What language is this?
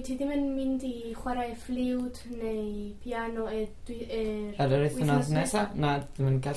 Welsh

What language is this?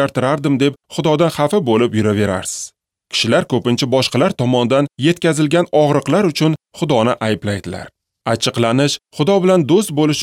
Uzbek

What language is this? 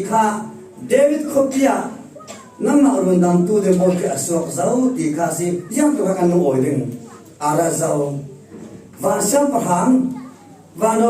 Falam Chin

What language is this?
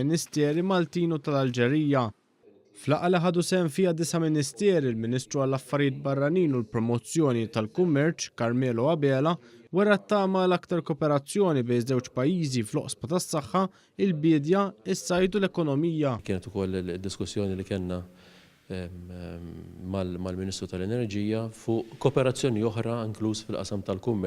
Maltese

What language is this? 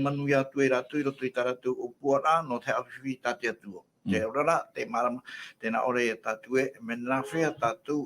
Tahitian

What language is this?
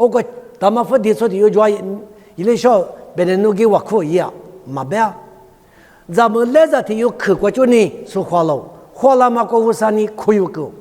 Lisu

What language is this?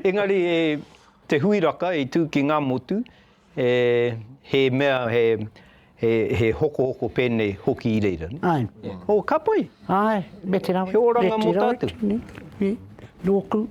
Māori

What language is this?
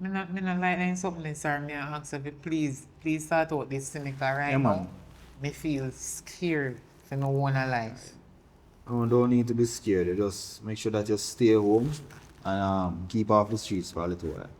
Jamaican Creole English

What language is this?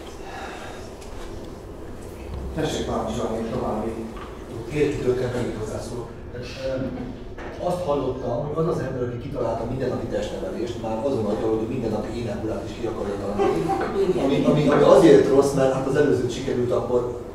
Hungarian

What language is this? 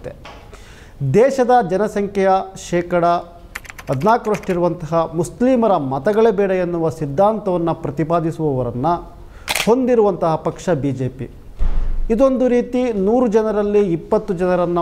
Kannada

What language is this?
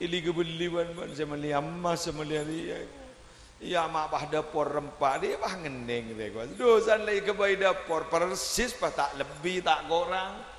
Madurese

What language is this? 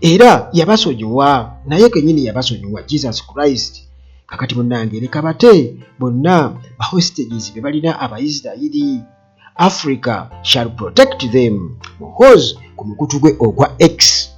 Ganda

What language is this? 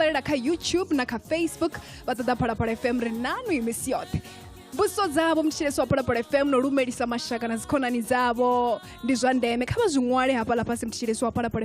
Venda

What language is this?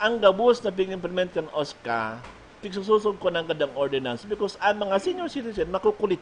Bikol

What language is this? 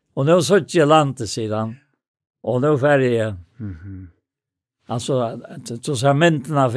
Faroese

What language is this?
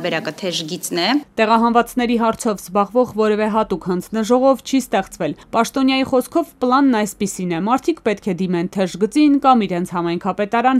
Armenian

